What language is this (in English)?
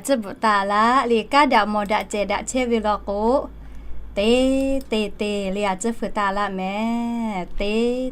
Lahu